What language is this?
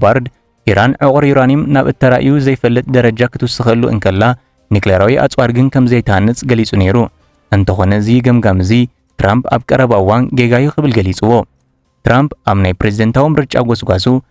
Tigrinya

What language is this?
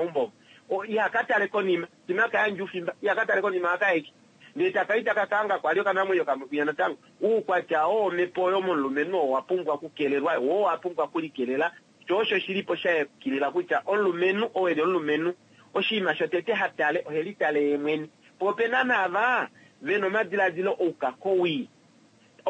Kuanyama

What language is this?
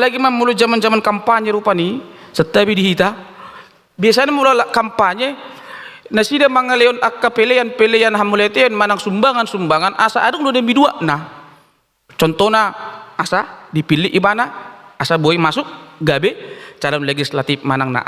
Batak Toba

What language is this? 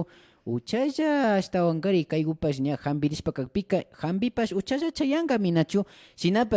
Imbabura Highland Quichua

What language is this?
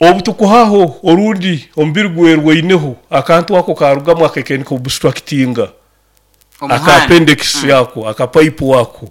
Nyoro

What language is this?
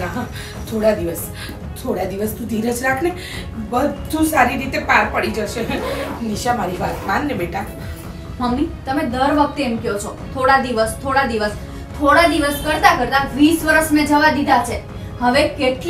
Gujarati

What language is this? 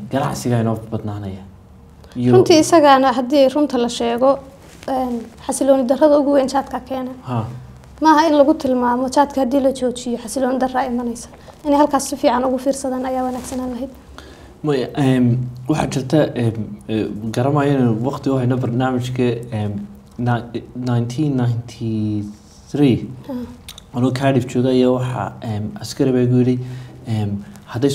Somali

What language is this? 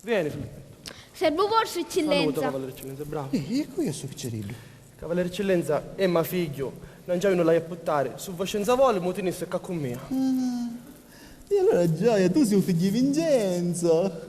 Sicilian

